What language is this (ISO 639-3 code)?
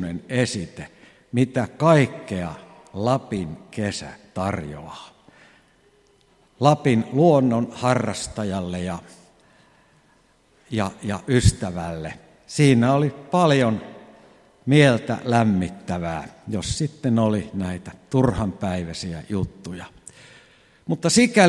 fin